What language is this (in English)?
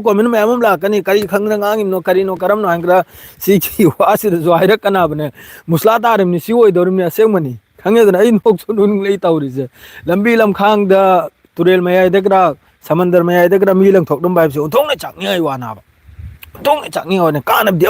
Manipuri